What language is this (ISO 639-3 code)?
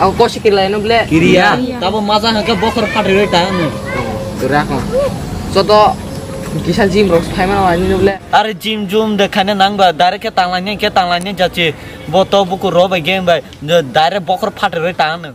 trp